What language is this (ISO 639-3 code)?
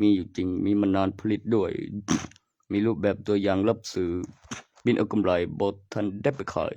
lao